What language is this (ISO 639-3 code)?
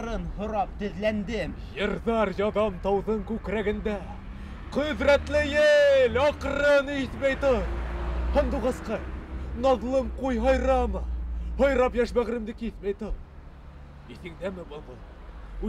bak